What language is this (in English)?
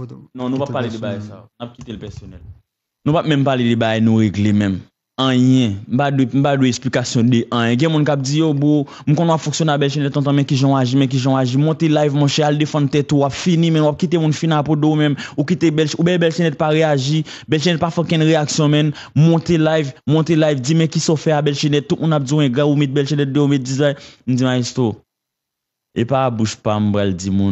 Haitian Creole